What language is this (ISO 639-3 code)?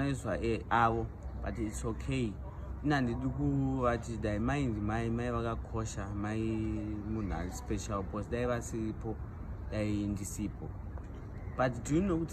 sna